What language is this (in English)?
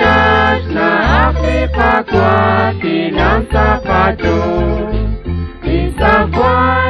Kekchí